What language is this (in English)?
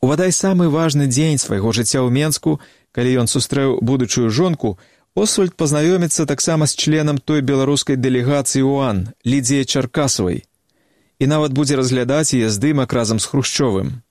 Belarusian